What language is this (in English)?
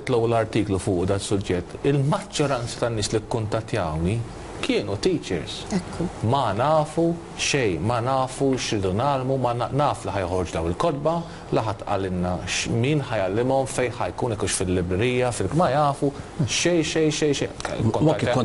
Maltese